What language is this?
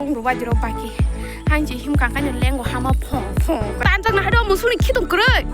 Kok Borok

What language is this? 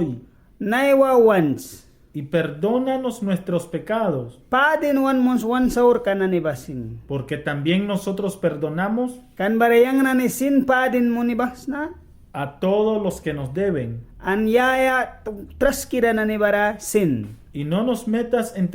Mískito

